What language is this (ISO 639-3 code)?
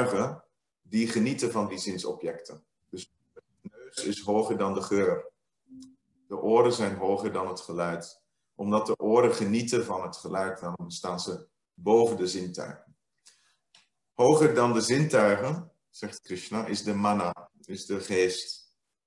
nld